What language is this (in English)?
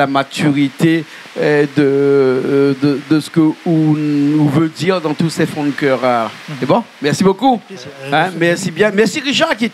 Réunion Creole French